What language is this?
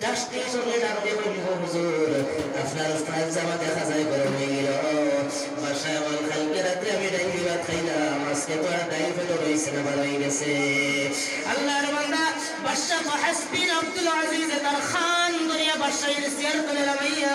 Sylheti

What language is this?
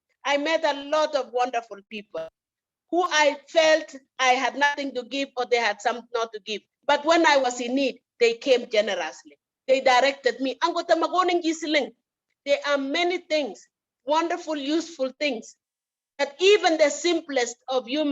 Kalenjin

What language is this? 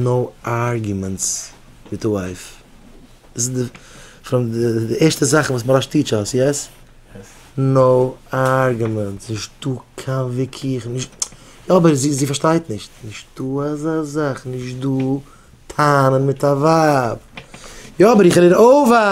Yiddish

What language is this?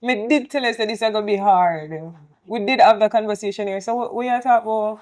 Jamaican Creole English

